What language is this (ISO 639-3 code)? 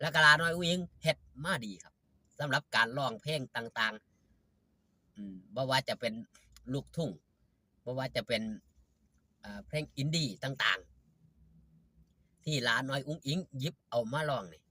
tts